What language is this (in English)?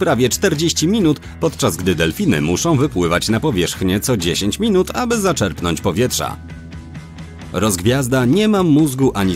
Polish